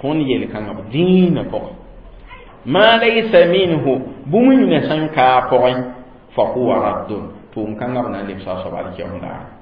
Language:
Mossi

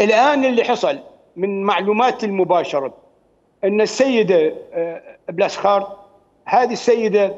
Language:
Mesopotamian Arabic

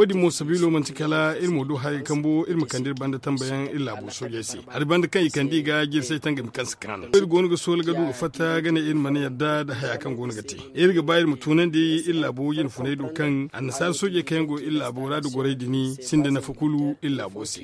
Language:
Zarma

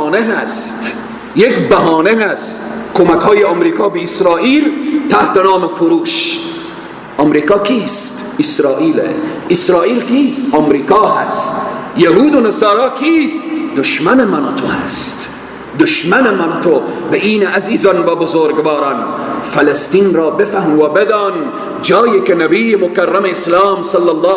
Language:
Persian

